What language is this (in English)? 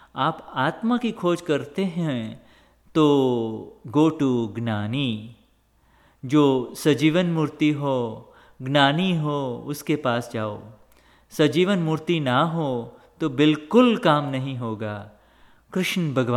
Hindi